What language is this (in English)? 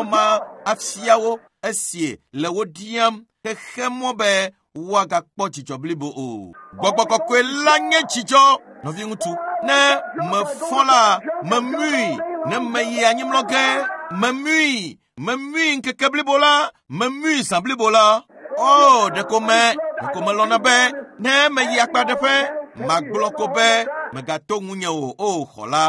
Ewe